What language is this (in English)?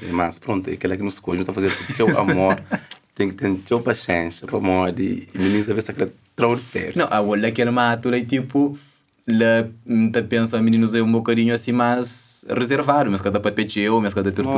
Kabuverdianu